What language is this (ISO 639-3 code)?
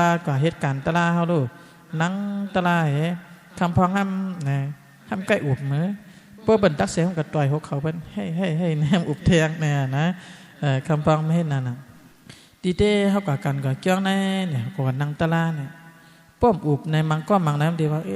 shn